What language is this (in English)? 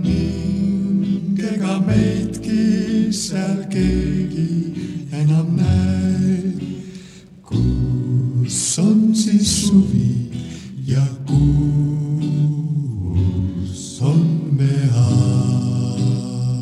Estonian